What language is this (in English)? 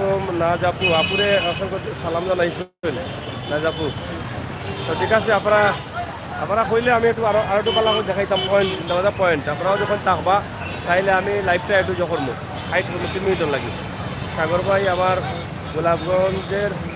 Sylheti